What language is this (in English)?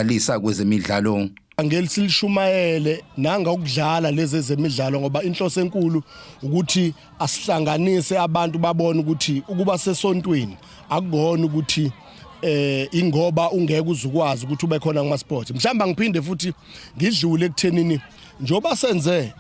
Zulu